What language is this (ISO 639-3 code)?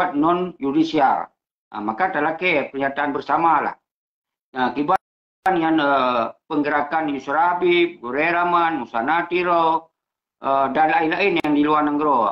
ace